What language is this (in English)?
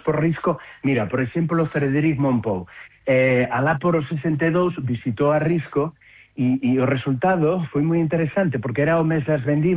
Galician